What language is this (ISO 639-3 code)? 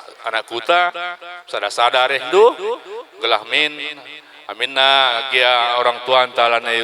btx